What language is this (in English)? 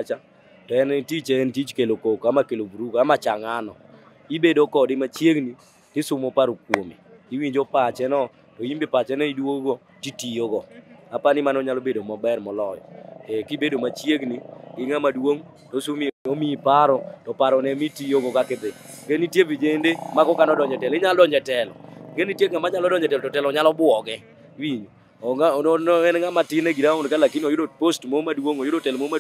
Luo (Kenya and Tanzania)